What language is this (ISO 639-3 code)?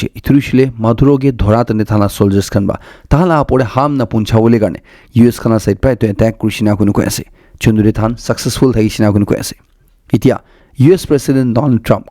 nag